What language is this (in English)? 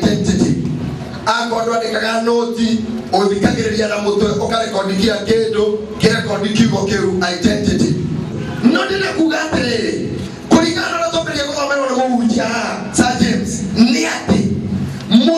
Kikuyu